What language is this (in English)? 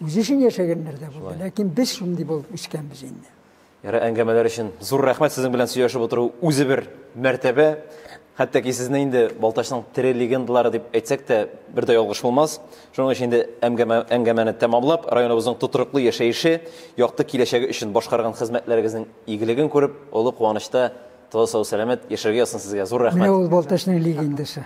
Tatar